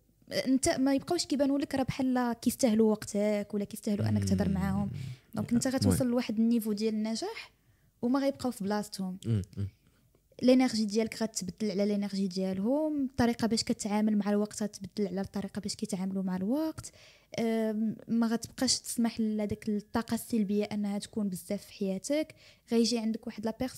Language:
Moroccan Arabic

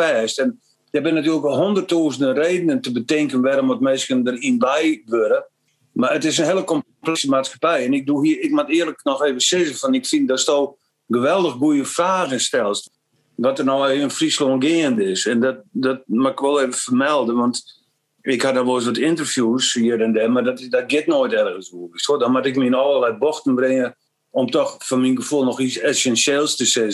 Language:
Western Frisian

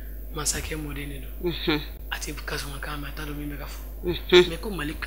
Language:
Bambara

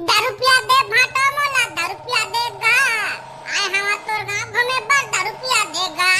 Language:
Chhattisgarhi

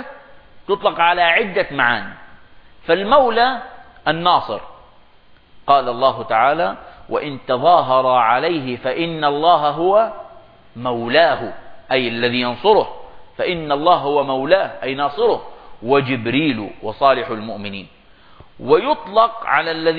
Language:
Arabic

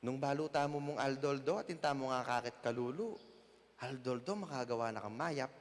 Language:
Pampanga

